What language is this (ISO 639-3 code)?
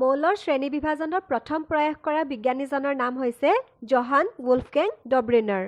asm